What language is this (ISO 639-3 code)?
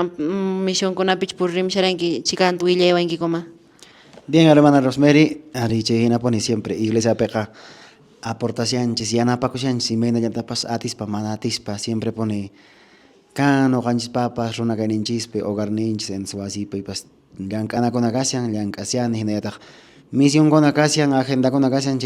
que